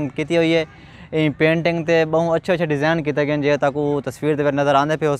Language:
Saraiki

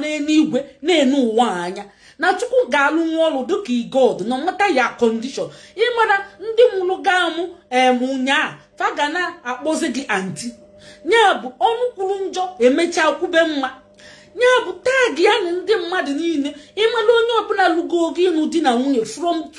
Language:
Igbo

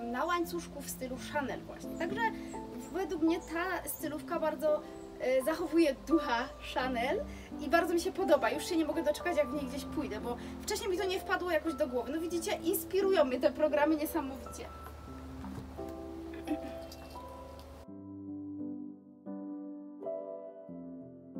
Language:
Polish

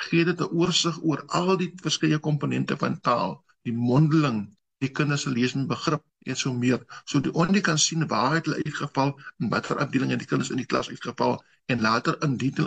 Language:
Afrikaans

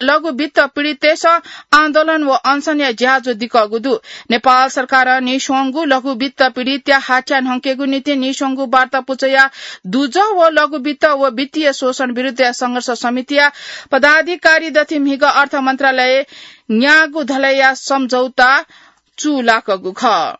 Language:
Newari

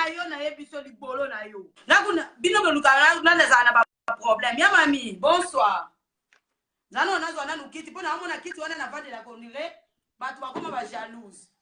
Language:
Lingala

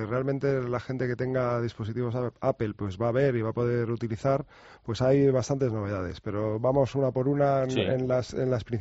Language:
Spanish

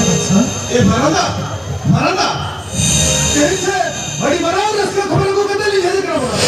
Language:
Santali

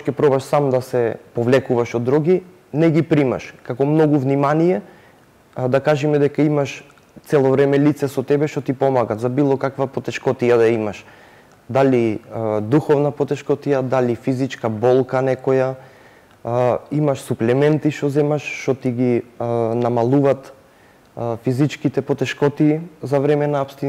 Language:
Macedonian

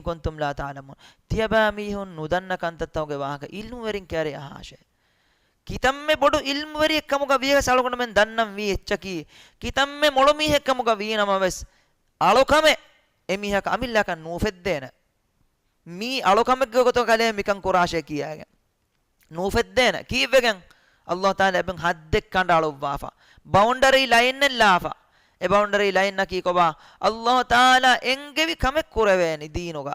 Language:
Divehi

